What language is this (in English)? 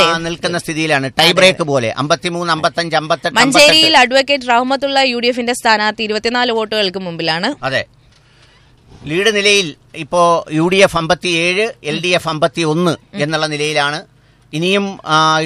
Malayalam